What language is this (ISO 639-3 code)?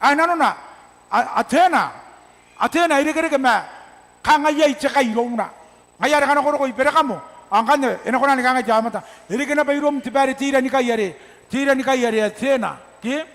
gil